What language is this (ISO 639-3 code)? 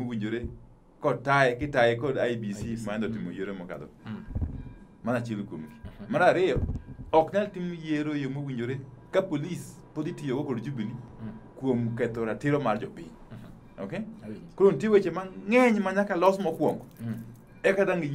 luo